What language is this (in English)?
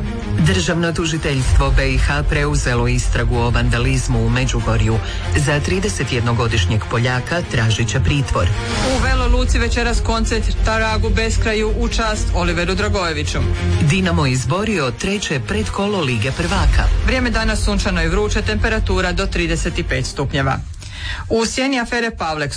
Croatian